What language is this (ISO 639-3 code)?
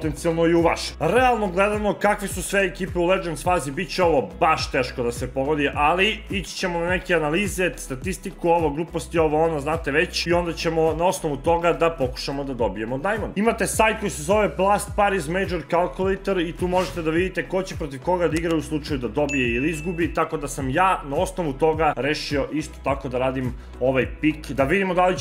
srp